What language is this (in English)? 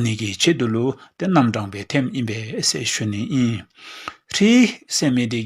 Dzongkha